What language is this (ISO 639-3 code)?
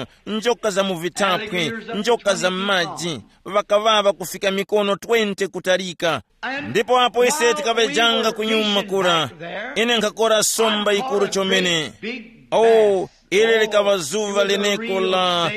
tum